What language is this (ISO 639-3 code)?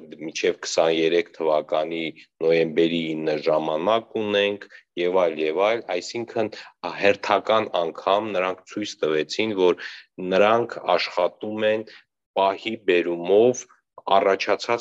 hye